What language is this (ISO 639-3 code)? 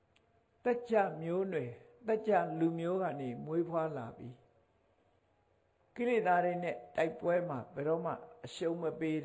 mya